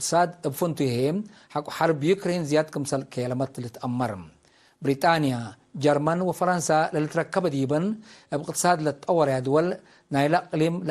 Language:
Tigre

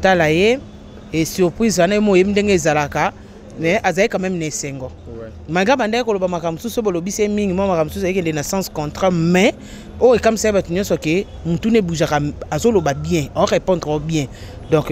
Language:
Lingala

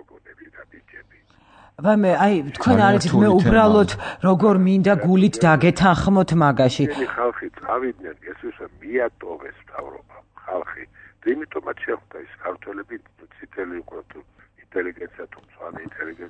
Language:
Georgian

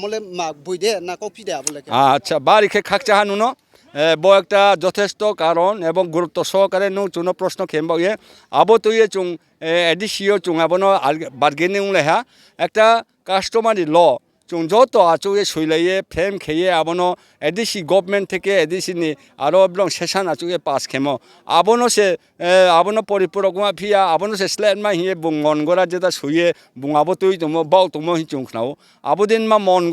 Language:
Riang (India)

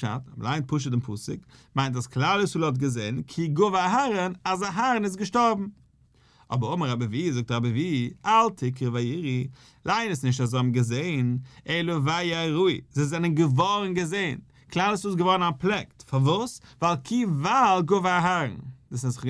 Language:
Yiddish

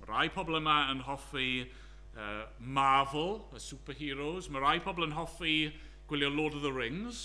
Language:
Welsh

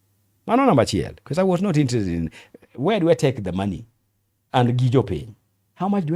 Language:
Luo (Kenya and Tanzania)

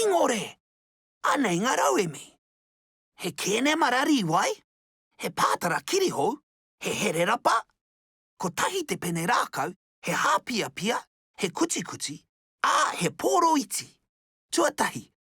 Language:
Māori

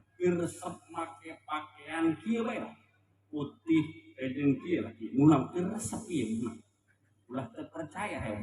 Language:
Sundanese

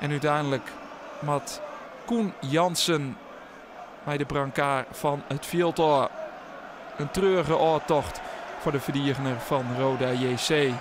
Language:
Western Frisian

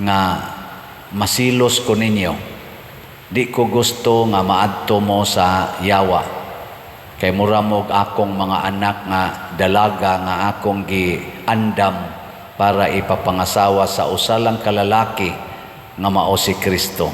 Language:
Cebuano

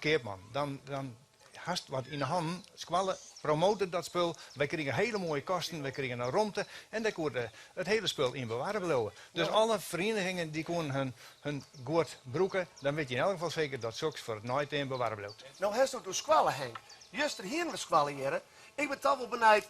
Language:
Western Frisian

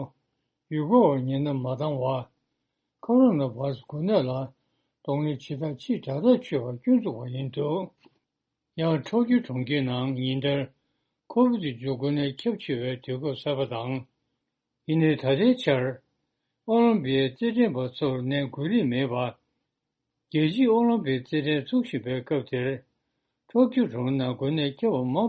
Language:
Tibetan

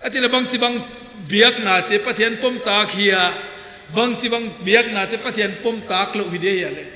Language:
Paite Chin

